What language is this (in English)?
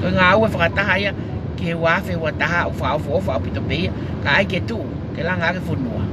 Tongan